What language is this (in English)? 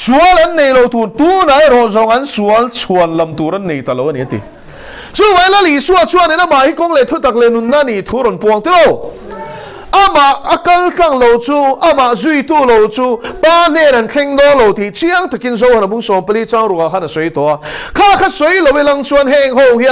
Mizo